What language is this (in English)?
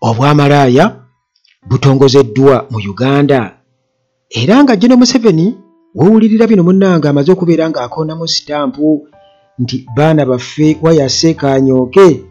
Ganda